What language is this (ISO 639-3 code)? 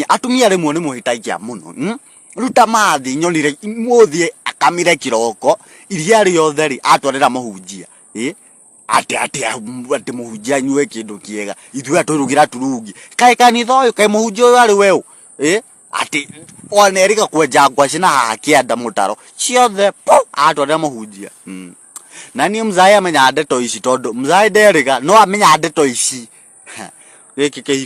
kik